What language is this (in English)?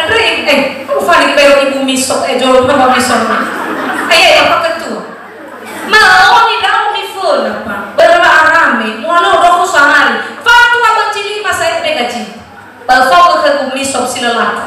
Nias